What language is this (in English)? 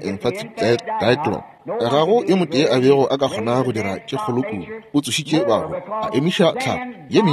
Northern Sotho